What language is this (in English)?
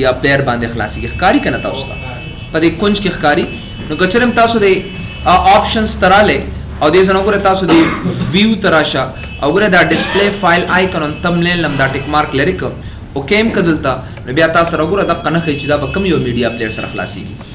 Pashto